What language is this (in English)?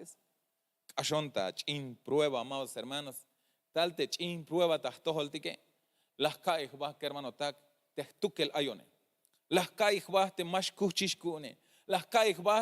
Tzeltal